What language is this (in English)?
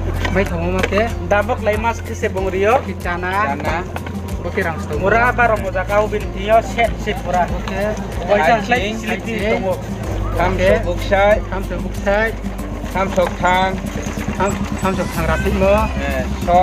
Riang (India)